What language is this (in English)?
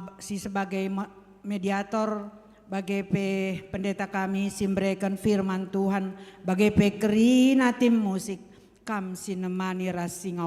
Batak Karo